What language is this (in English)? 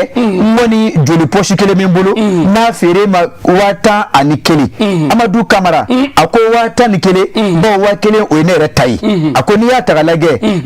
Bambara